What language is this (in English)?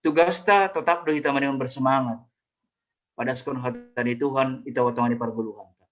Batak Simalungun